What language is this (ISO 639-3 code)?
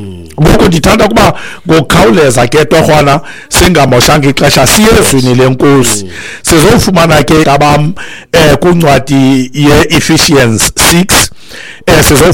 xho